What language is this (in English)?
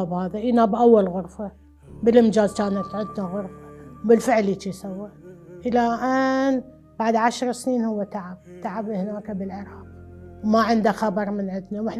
Mesopotamian Arabic